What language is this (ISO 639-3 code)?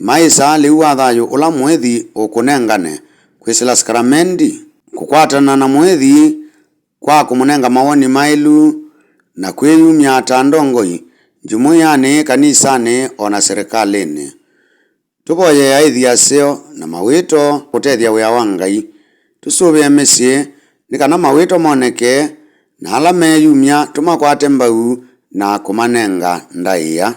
kam